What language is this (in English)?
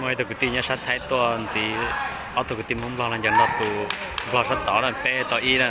Hmong